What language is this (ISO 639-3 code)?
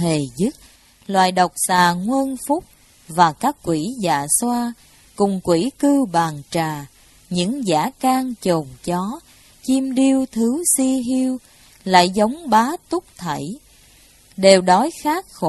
vie